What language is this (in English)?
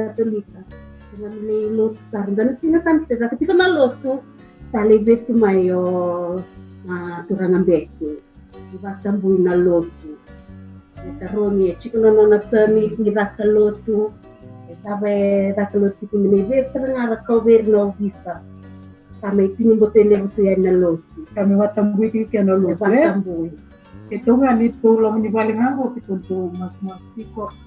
Fijian